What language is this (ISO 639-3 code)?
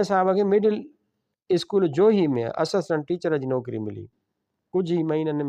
snd